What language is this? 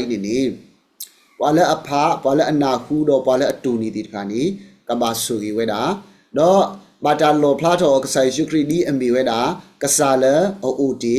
S'gaw Karen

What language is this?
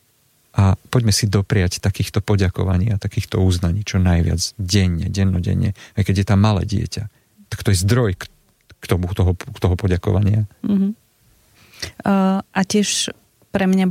Slovak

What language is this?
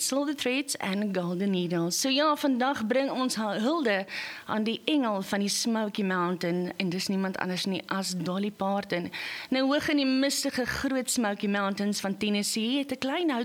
Afrikaans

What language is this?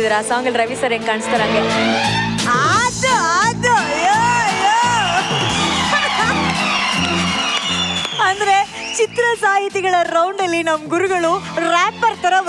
Kannada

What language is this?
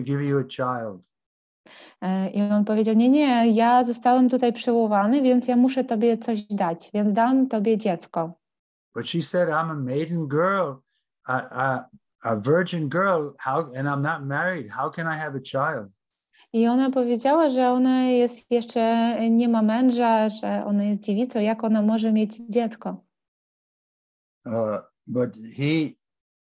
Polish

